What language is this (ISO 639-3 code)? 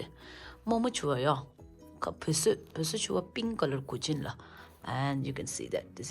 bod